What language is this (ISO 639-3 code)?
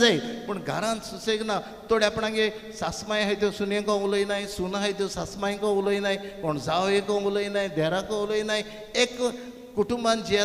kok